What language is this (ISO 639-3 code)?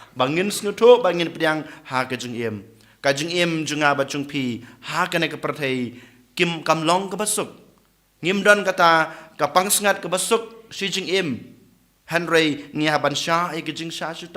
kha